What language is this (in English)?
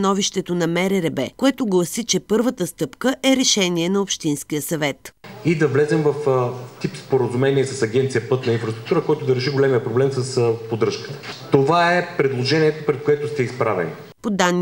Bulgarian